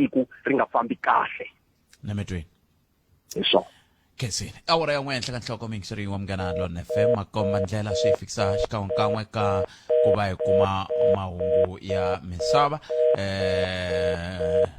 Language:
Tsonga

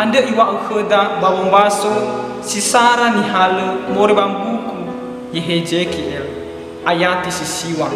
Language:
Nias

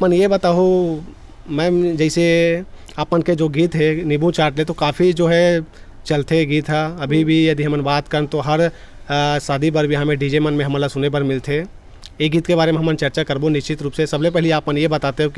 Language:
Chhattisgarhi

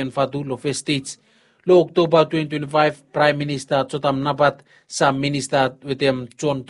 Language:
Bislama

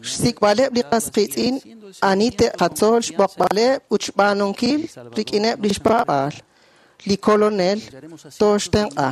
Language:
Kekchí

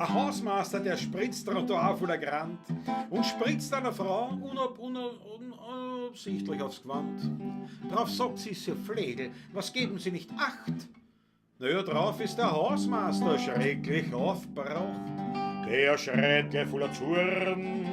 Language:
Bavarian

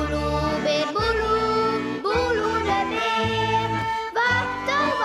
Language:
Western Frisian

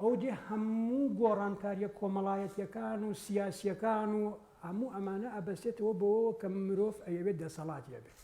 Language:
Central Kurdish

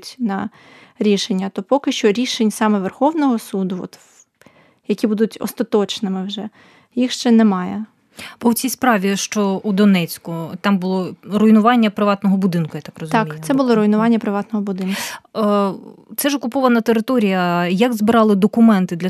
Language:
Ukrainian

